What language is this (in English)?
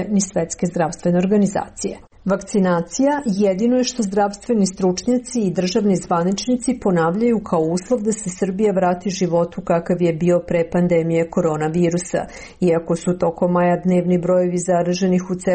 Serbian